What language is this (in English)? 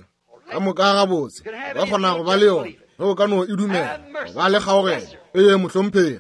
Northern Sotho